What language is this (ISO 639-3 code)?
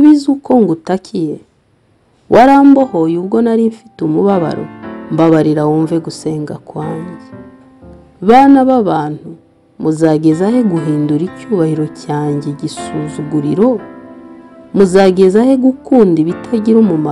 kin